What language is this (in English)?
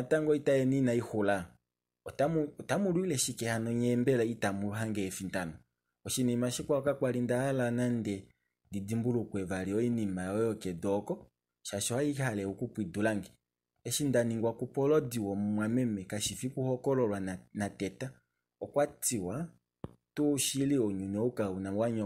Kuanyama